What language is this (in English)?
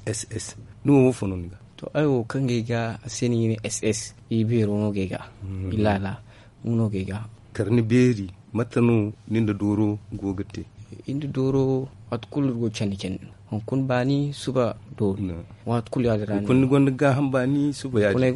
Zarma